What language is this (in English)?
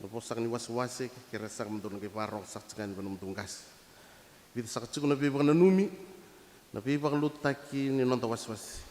Fijian